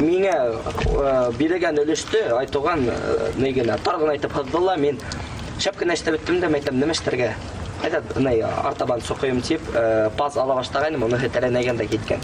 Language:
Bashkir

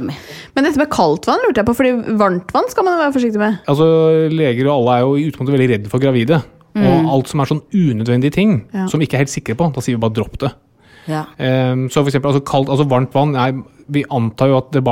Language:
Norwegian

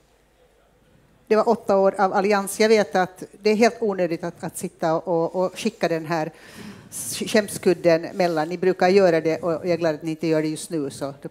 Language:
Swedish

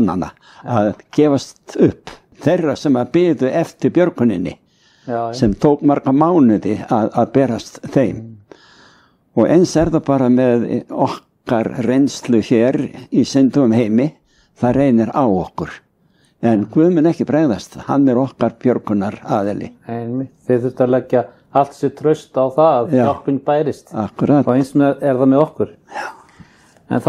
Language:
Icelandic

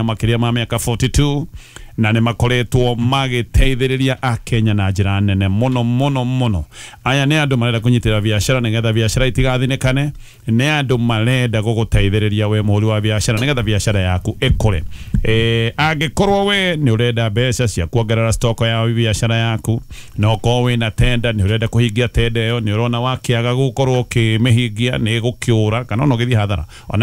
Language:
Kikuyu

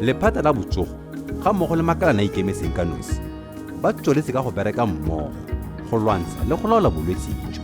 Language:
Tswana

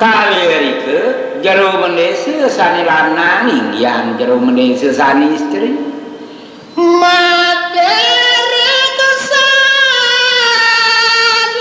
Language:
Balinese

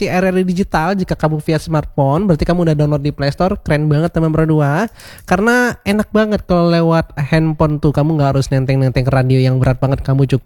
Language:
Indonesian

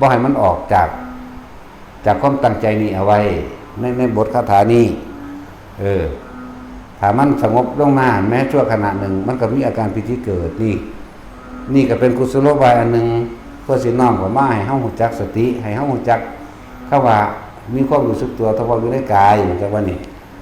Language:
Northeastern Thai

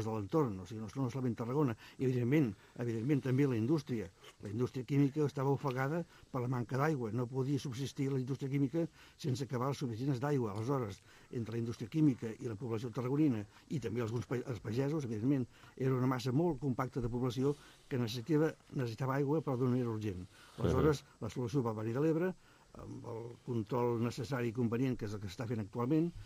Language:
Catalan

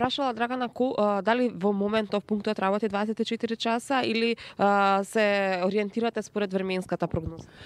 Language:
Macedonian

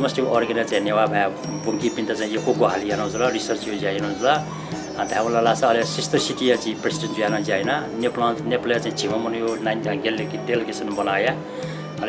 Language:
Newari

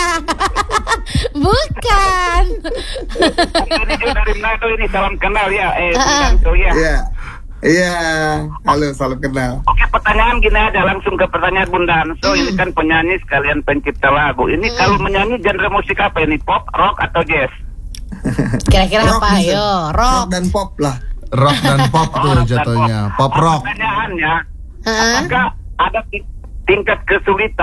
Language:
Indonesian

